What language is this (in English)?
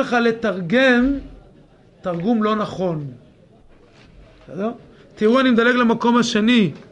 Hebrew